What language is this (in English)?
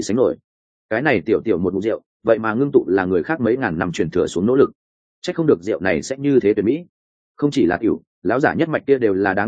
Vietnamese